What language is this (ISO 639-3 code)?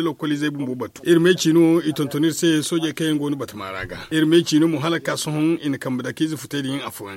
dje